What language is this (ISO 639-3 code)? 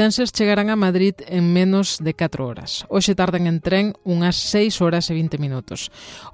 glg